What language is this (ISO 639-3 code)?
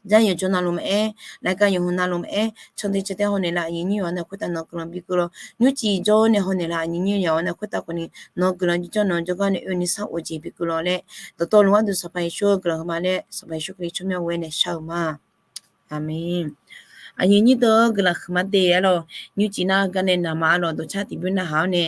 ahk